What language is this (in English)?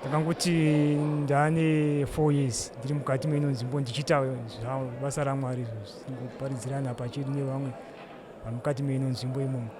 Shona